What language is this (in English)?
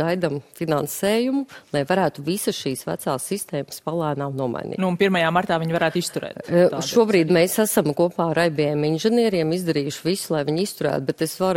Latvian